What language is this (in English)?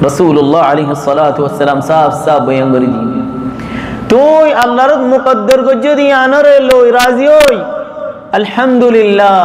Rohingya